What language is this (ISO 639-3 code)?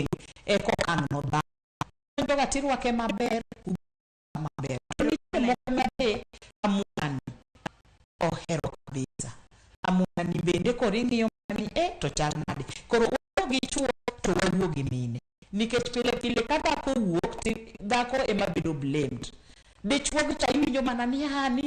luo